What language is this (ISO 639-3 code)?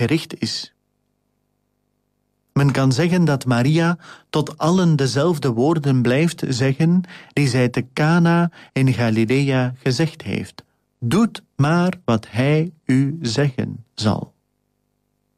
nld